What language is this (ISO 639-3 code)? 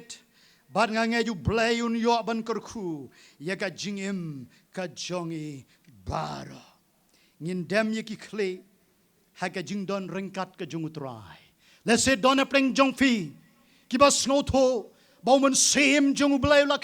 kha